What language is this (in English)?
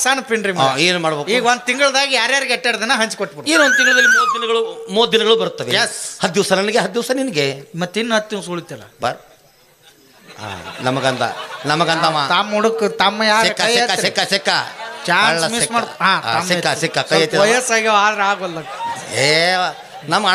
Kannada